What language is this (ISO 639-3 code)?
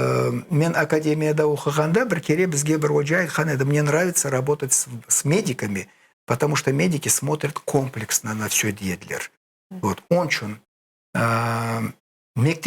crh